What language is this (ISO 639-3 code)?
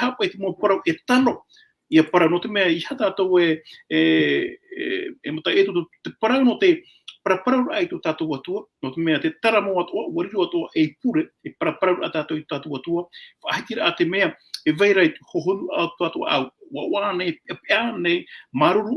tah